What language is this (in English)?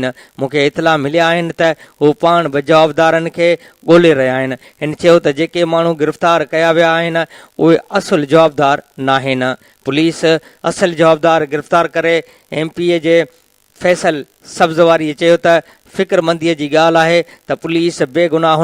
Sindhi